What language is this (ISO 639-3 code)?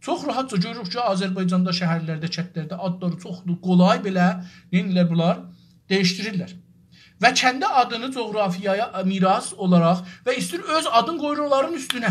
azb